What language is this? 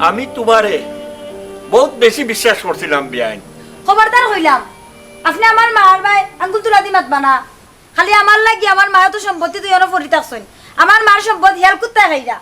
Sylheti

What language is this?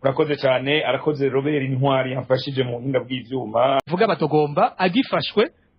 Rundi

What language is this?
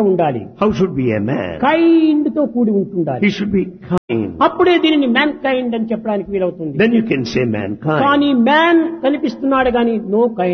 Telugu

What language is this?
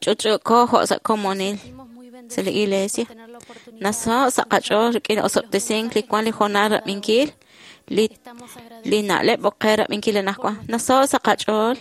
Kekchí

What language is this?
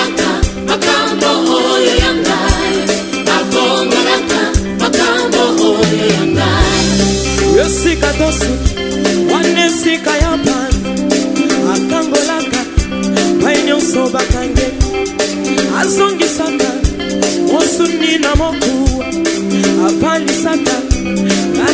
Lingala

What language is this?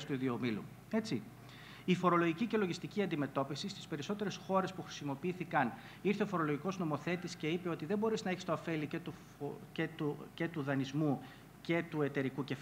Greek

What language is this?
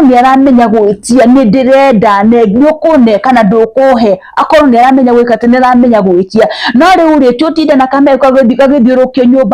Kikuyu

